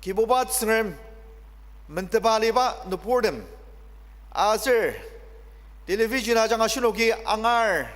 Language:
Ao Naga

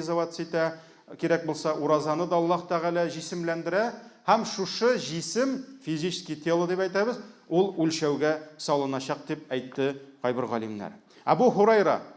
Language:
Tatar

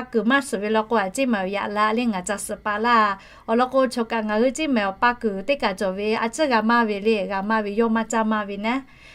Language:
Lahu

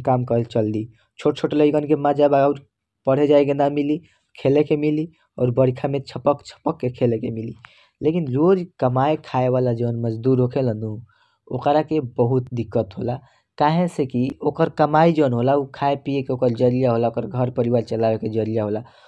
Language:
Bhojpuri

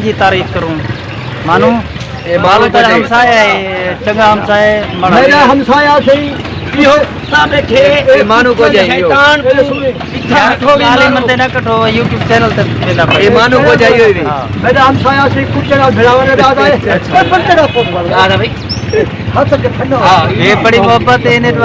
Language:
Saraiki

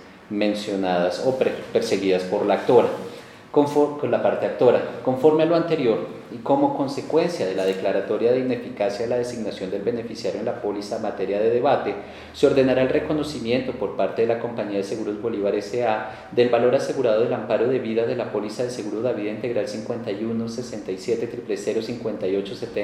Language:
Spanish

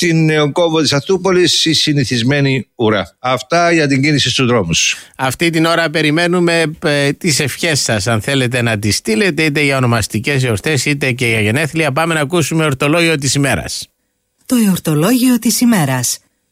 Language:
Greek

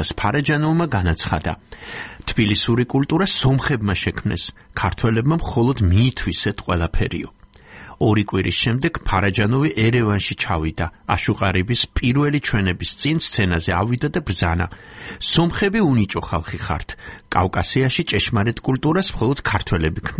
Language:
Georgian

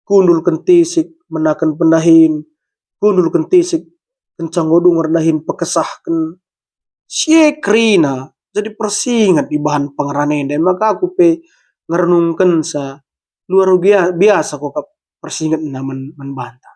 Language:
Batak Karo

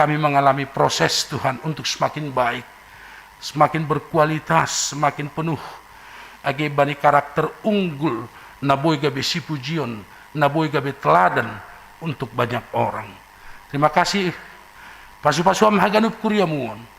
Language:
Batak Simalungun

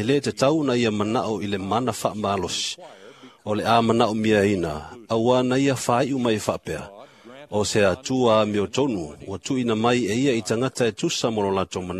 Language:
Samoan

